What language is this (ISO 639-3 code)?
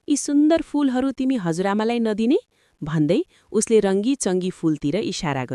nep